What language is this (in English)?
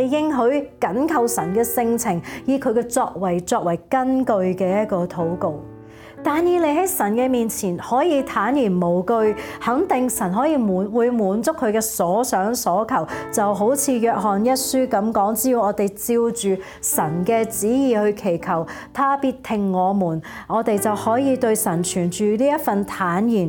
Cantonese